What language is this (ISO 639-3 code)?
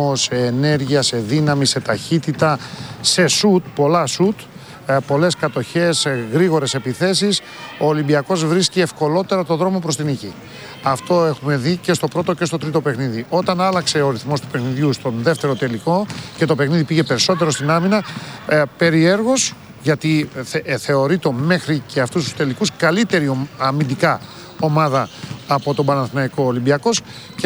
ell